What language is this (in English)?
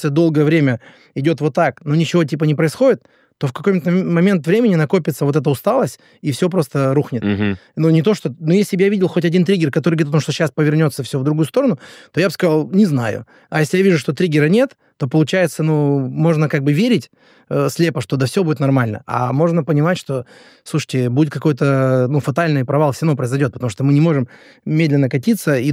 Russian